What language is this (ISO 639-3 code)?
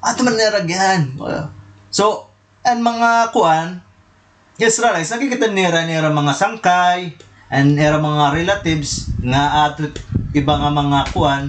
war